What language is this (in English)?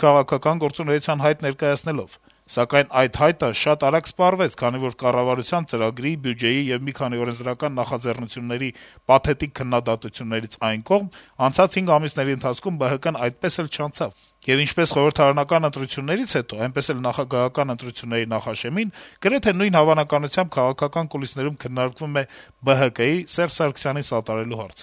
Armenian